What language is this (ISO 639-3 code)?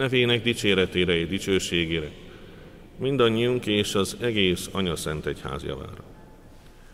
hun